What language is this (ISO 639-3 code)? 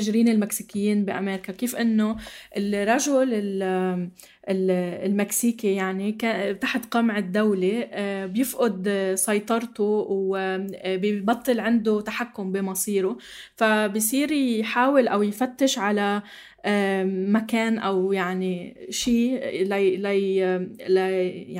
apc